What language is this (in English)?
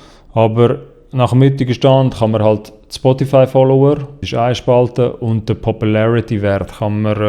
Swiss German